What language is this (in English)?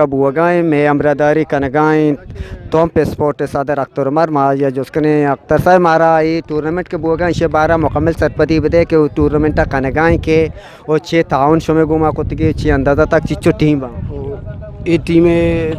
Eastern Balochi